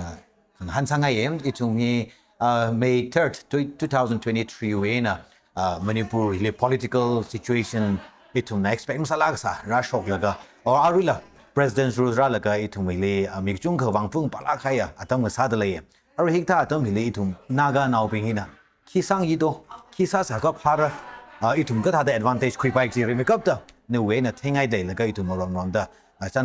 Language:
Tangkhul Naga (India)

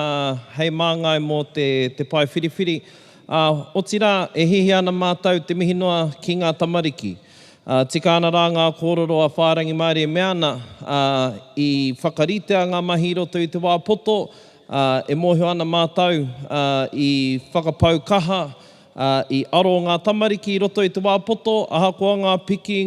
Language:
Māori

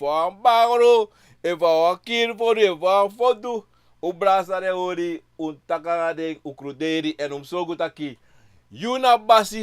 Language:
Sranan Tongo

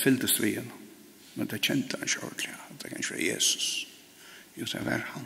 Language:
Faroese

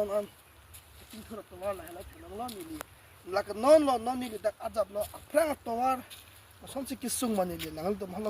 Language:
Karbi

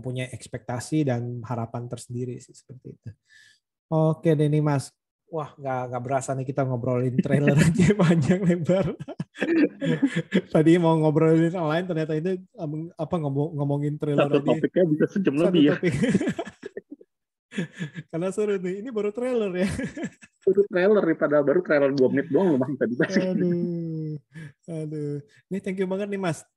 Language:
Indonesian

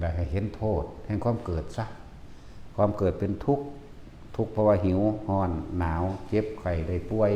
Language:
Lao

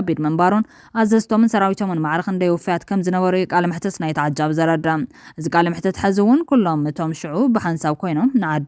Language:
Tigrinya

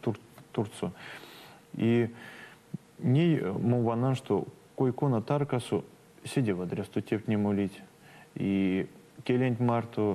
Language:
Erzya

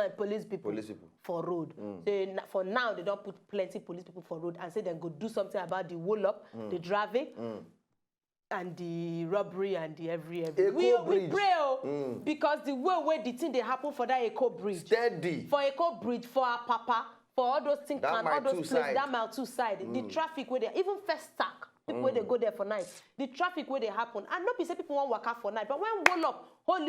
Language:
Nigerian Pidgin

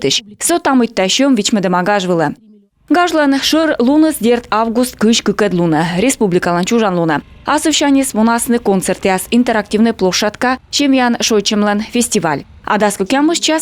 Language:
Komi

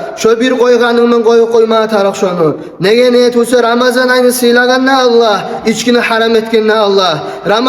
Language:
Kumyk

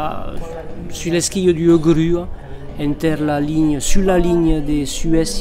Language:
Occitan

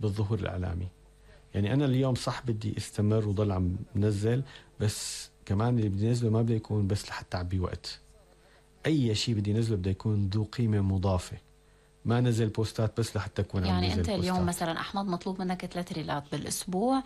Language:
North Levantine Arabic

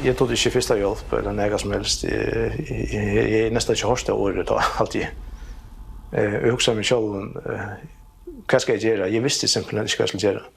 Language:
Faroese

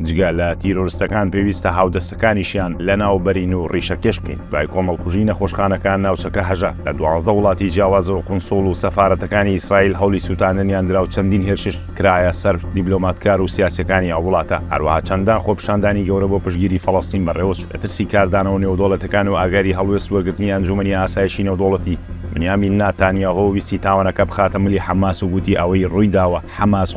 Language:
Central Kurdish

